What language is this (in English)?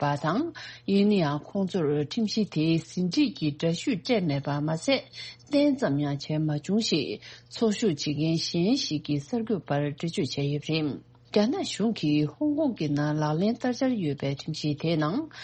Tibetan